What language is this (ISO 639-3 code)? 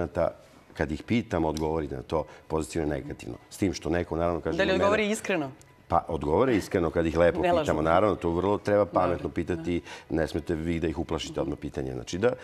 srp